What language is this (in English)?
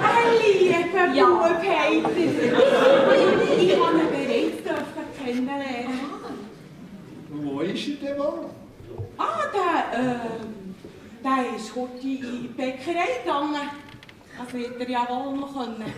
Swiss German